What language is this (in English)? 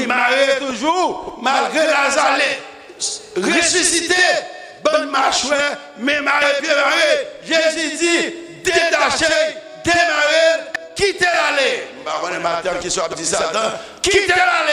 Haitian Creole